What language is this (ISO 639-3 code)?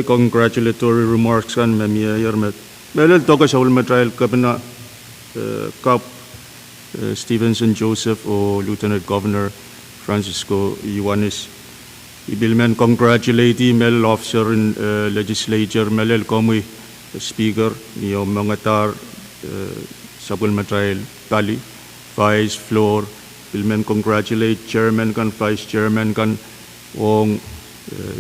pon